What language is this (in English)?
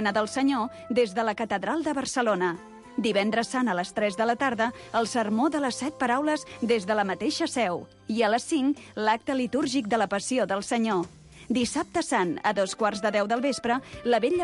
Catalan